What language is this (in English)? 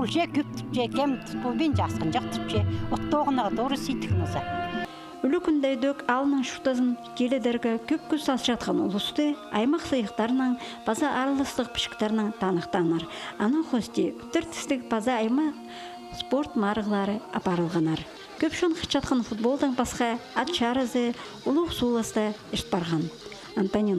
Khakas